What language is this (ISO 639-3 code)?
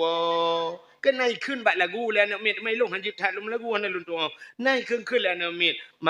ace